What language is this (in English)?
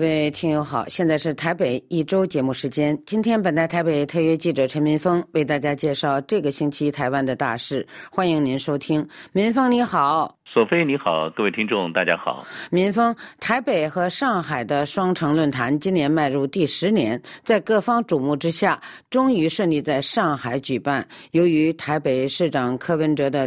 Chinese